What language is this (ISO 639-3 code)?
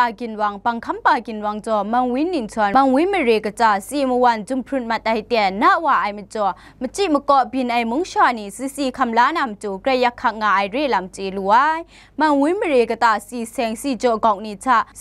kac